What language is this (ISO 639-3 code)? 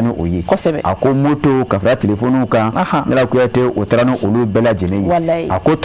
bam